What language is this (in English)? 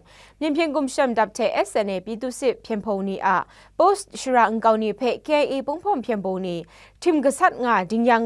Kachin